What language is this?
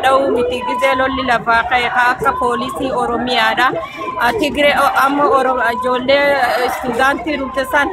Oromo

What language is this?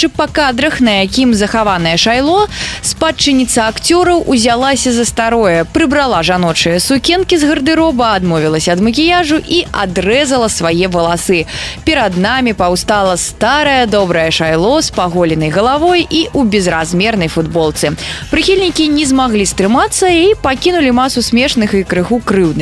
Belarusian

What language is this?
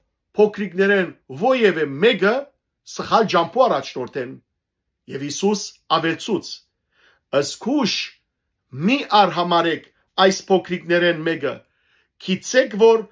Western Armenian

